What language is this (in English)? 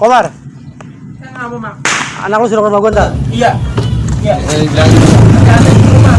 Betawi